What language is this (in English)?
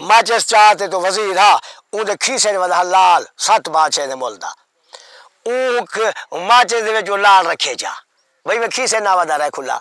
Saraiki